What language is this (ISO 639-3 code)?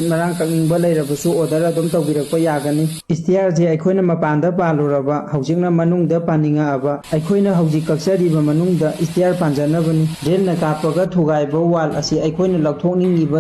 mni